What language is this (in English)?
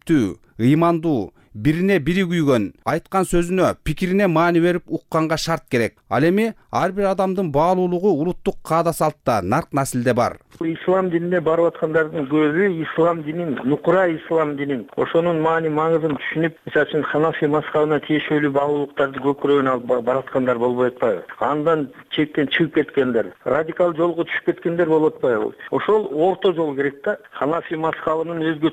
Kyrgyz